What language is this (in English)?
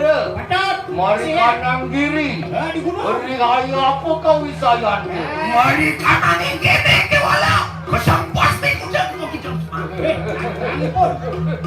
Balinese